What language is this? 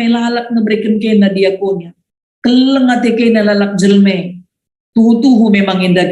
Batak Karo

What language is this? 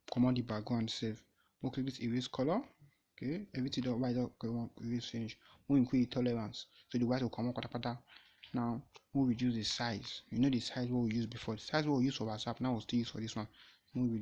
Nigerian Pidgin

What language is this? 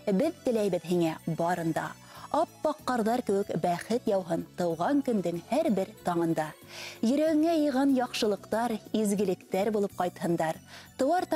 Bashkir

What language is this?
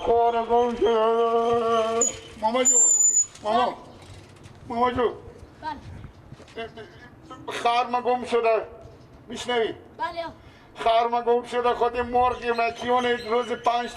Persian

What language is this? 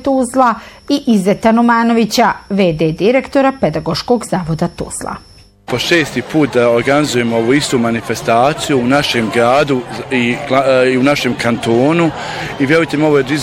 Bosnian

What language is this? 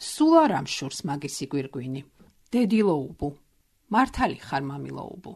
Georgian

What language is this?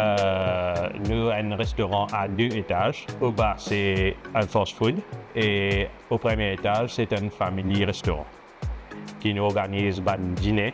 Morisyen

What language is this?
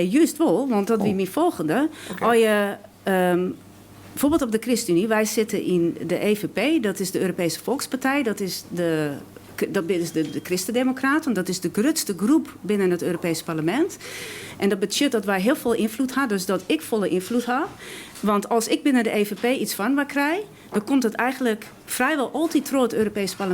Western Frisian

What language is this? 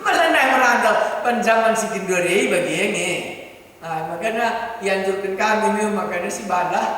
Batak Karo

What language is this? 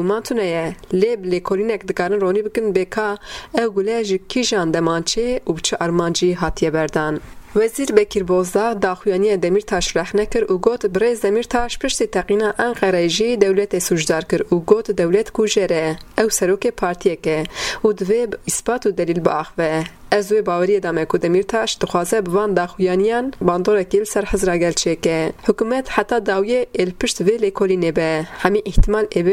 Kurdish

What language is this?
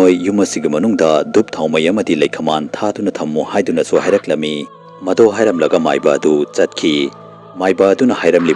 Manipuri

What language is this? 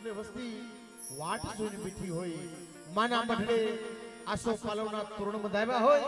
Gujarati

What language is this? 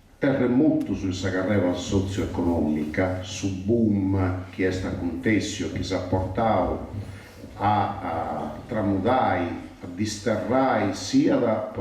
Sardinian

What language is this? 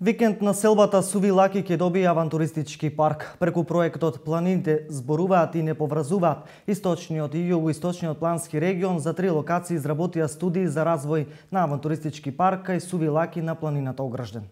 Macedonian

